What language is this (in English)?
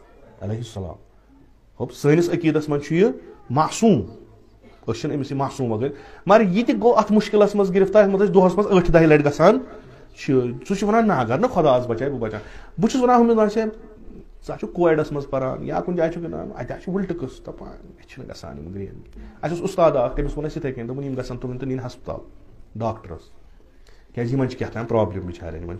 Kashmiri